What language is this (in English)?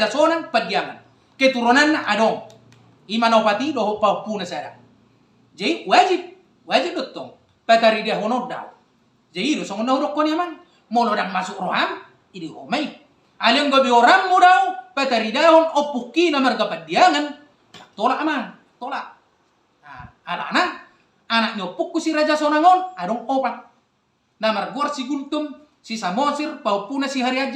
Batak Toba